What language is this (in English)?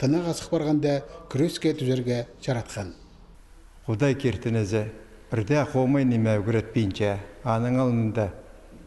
Khakas